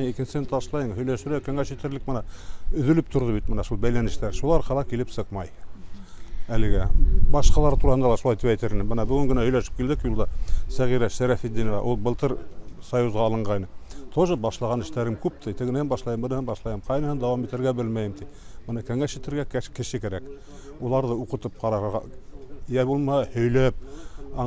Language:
Bashkir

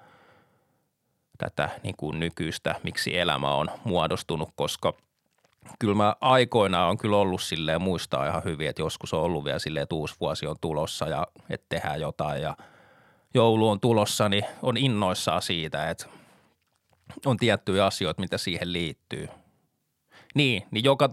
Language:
Finnish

